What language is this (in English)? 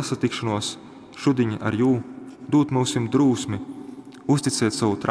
Latgalian